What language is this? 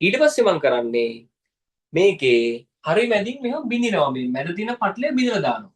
Sinhala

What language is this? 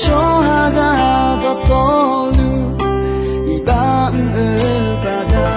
Akha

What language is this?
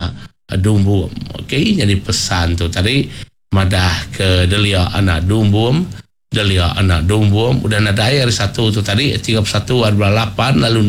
Iban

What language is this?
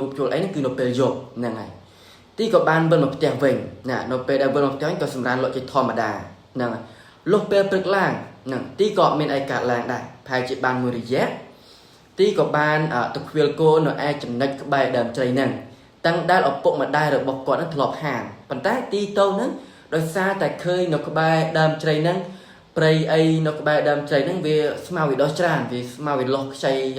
Khmer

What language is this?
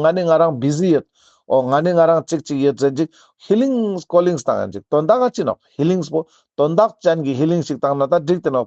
Ladakhi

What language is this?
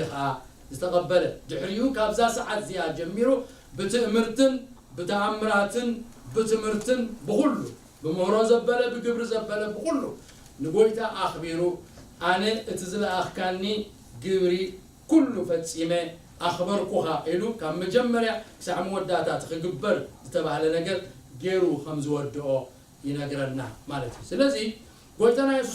Tigrinya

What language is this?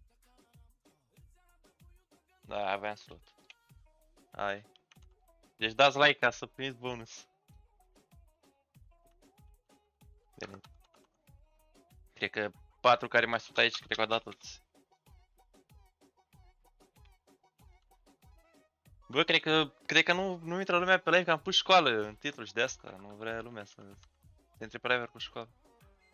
Romanian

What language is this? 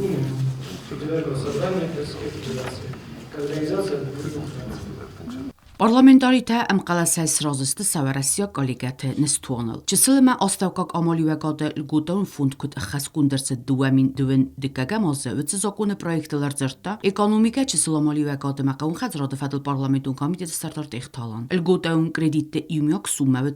Ossetic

